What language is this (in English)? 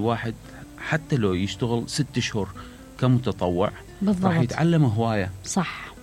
Mesopotamian Arabic